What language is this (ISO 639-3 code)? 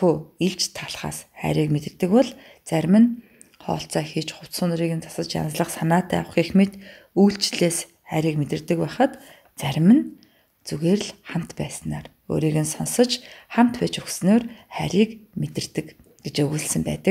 mon